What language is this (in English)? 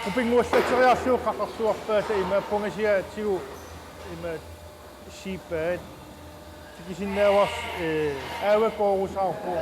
Kalaallisut